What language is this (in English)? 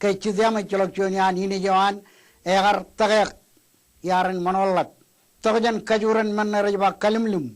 Marshallese